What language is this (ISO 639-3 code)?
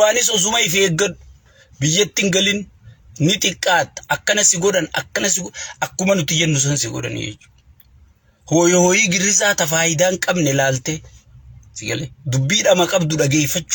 orm